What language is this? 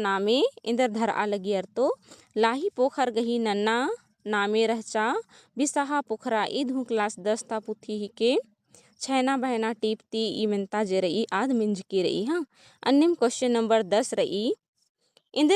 Kurukh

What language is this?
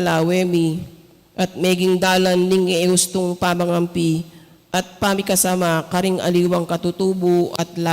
Pampanga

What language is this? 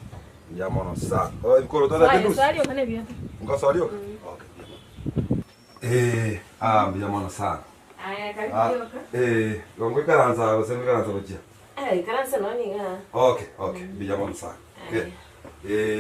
Gusii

